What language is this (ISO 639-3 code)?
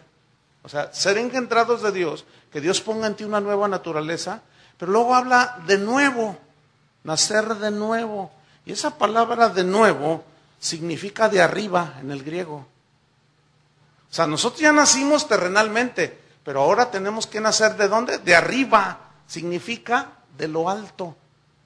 spa